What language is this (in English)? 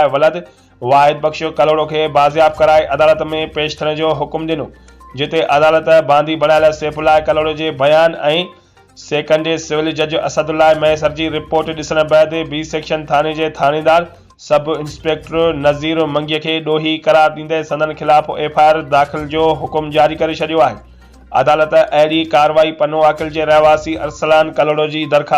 Sindhi